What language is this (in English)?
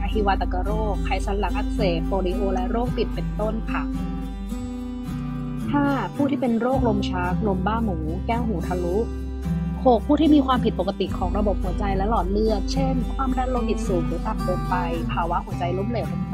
Thai